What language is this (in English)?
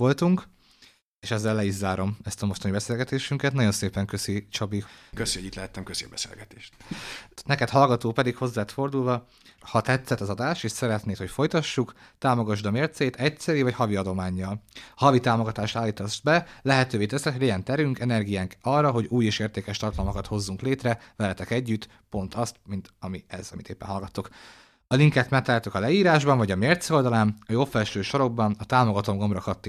Hungarian